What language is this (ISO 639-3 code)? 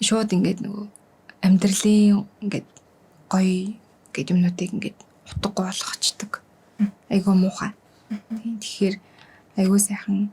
mon